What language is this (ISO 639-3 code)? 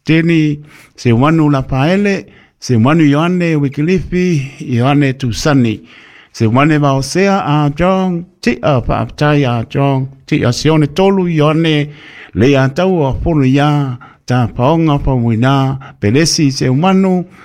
smo